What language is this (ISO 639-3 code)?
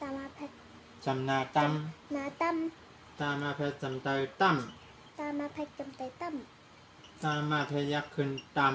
shn